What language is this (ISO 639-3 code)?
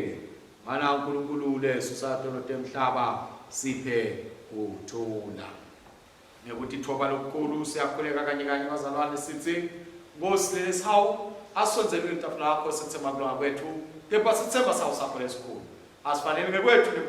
ssw